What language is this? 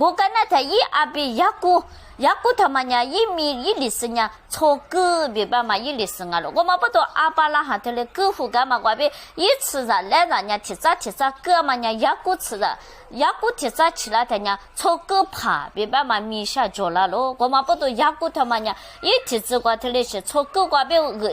Lisu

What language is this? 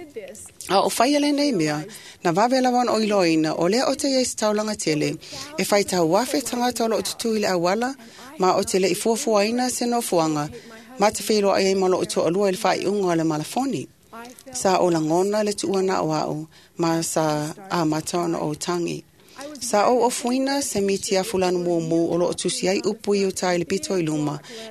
Samoan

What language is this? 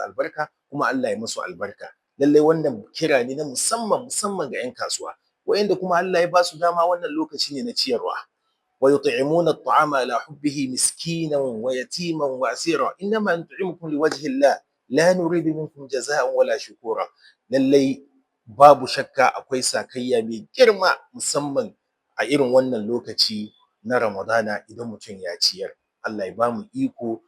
Hausa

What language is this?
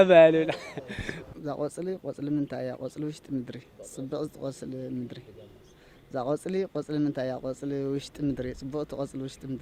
Tigrinya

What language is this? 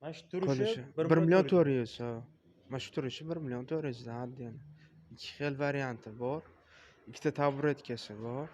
Uzbek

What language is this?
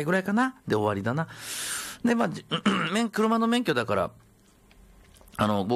Japanese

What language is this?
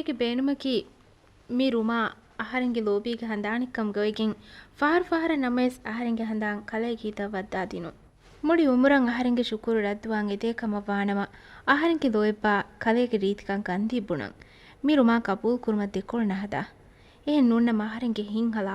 Divehi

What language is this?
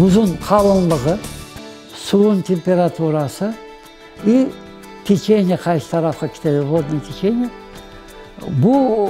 Crimean Tatar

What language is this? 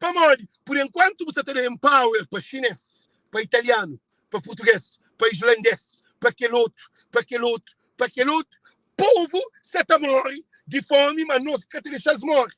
Kabuverdianu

